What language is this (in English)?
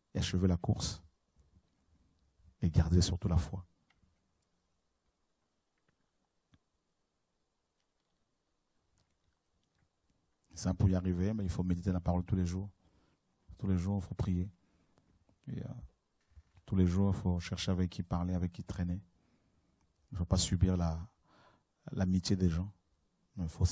French